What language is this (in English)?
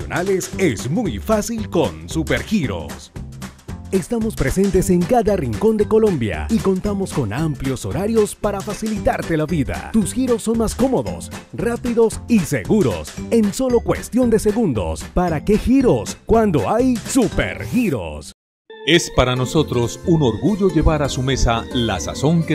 Spanish